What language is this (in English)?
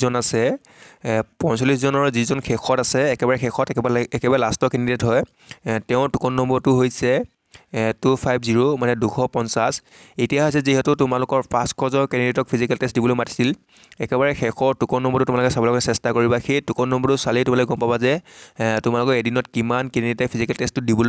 Assamese